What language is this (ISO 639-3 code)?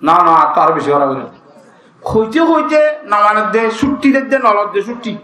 rhg